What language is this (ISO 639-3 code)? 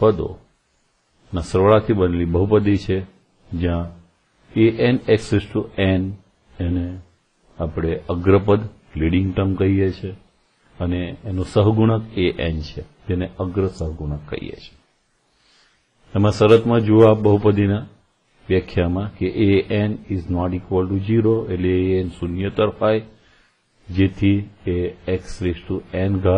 guj